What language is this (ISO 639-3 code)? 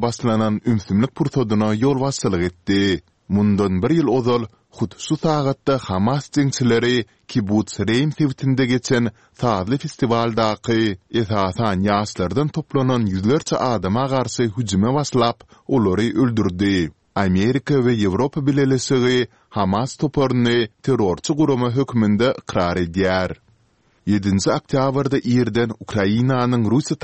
tuk